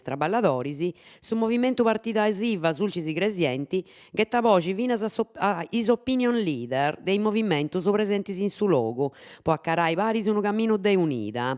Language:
Sardinian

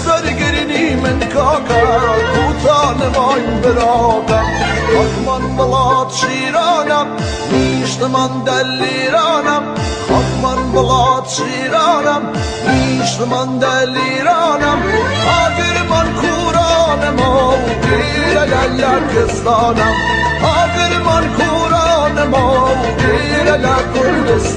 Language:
Kurdish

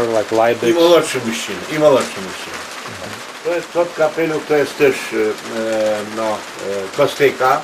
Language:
Rusyn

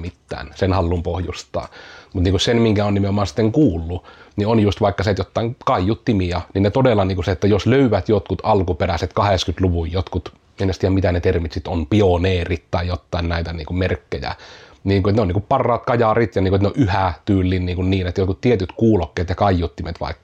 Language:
Finnish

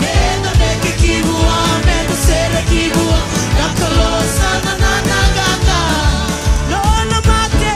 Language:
Fijian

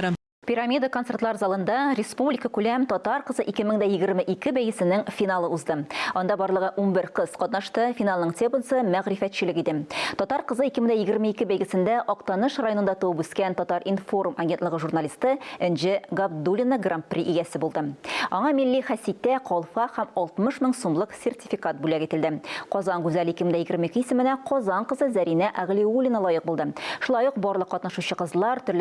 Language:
Tatar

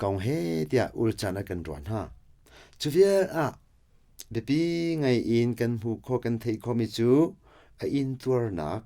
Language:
Hakha Chin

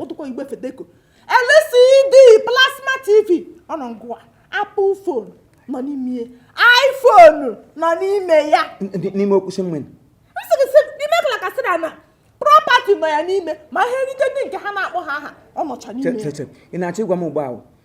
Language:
Igbo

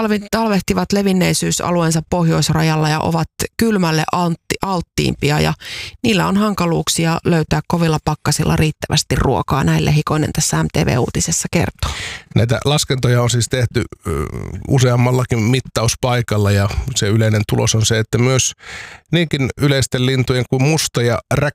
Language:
Finnish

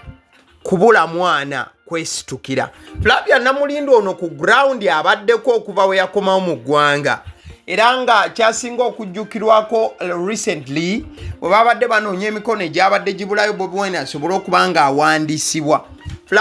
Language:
Ganda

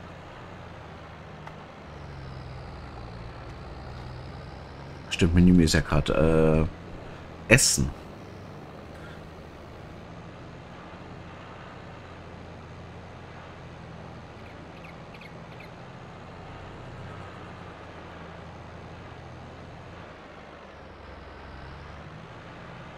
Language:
German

